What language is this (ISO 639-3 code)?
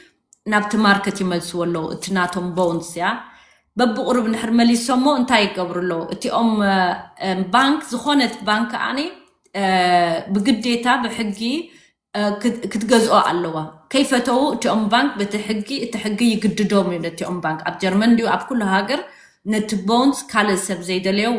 tir